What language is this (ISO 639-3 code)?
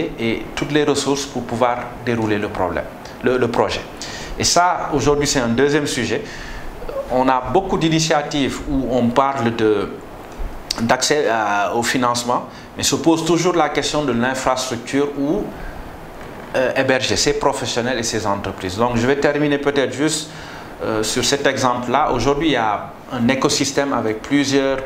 fra